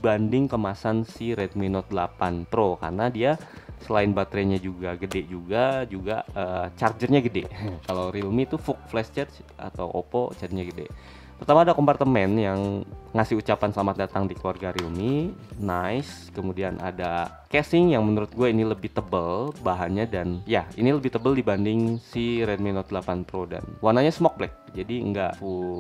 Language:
Indonesian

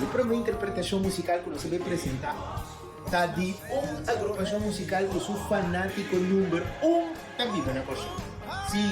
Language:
Papiamento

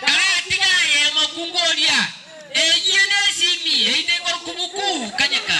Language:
Gusii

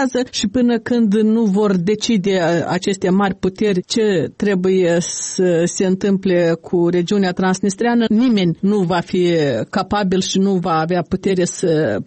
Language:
Romanian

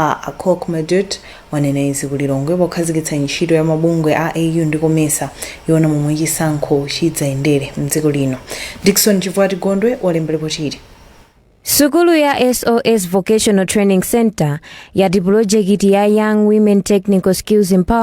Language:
Nyanja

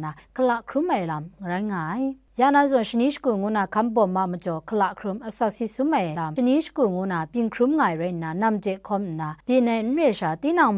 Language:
Kachin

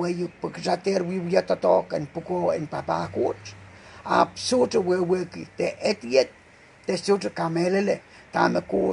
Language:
Pohnpeian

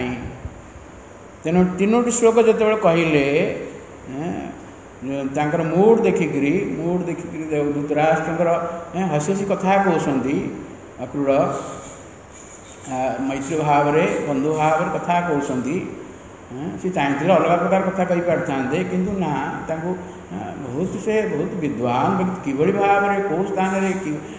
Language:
Odia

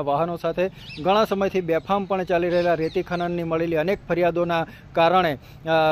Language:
Gujarati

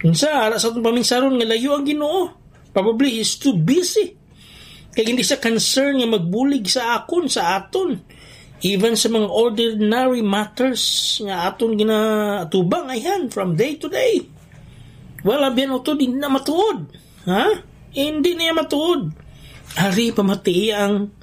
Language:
Hiligaynon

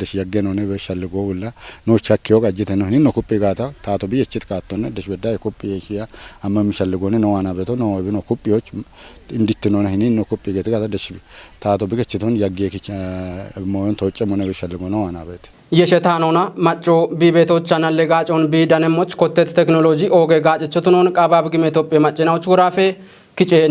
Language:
Kafa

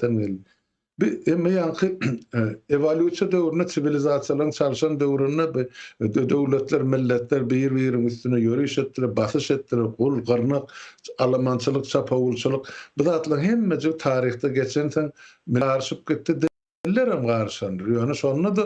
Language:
Turkmen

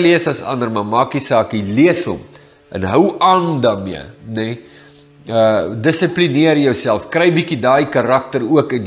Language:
Afrikaans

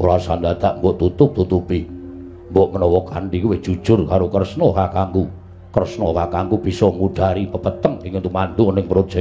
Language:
Javanese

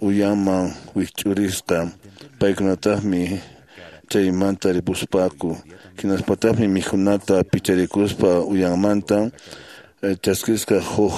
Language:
Quechua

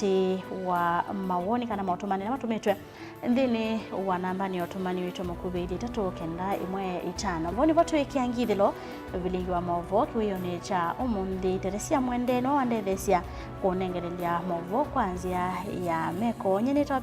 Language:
Kamba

